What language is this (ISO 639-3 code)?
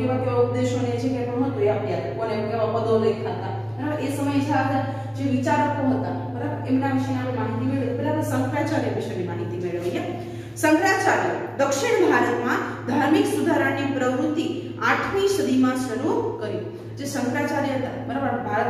guj